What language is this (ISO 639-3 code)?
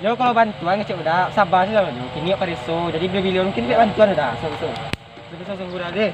min